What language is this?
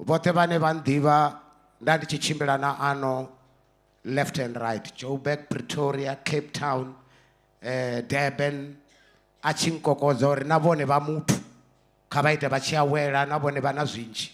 Venda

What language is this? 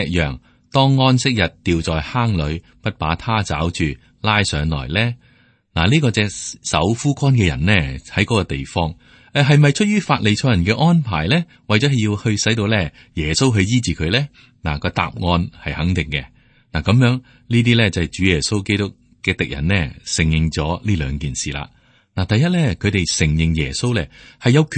Cantonese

